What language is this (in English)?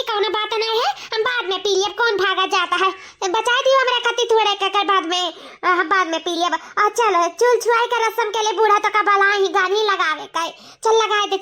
Awadhi